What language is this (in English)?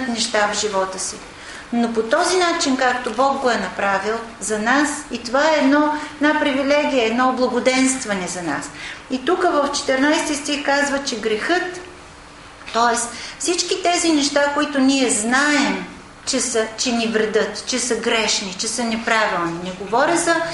Bulgarian